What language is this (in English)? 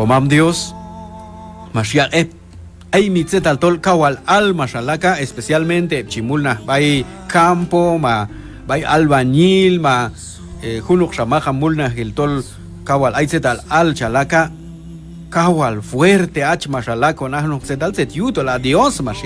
Q'anjob'al